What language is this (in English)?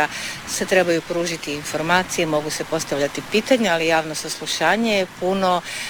Croatian